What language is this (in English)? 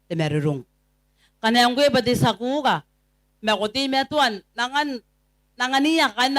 Gilbertese